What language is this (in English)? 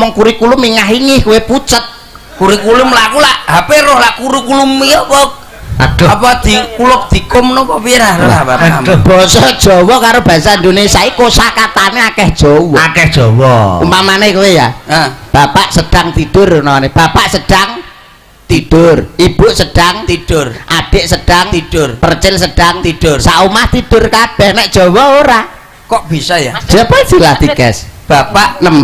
Javanese